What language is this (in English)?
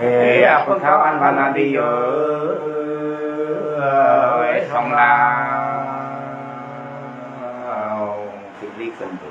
Nung (Viet Nam)